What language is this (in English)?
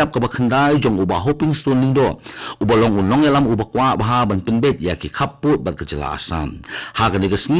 Khasi